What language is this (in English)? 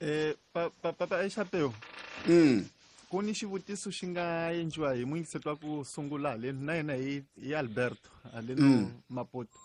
Tsonga